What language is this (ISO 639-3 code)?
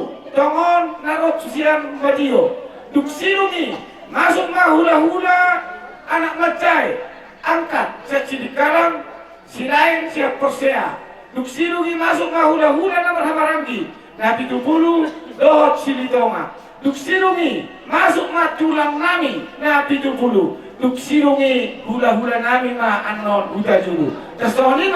bbc